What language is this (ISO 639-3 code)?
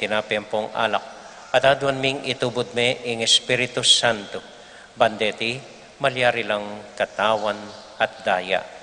pam